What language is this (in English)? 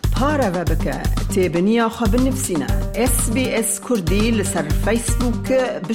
Kurdish